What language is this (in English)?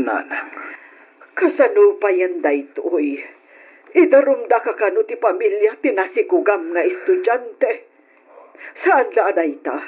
Iloko